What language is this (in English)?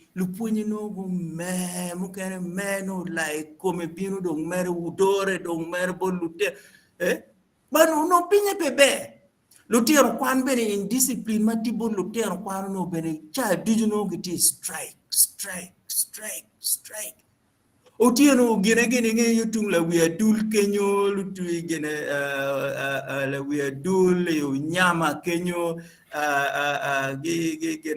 Acoli